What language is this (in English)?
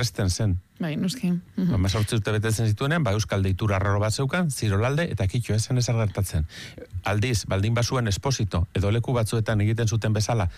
Basque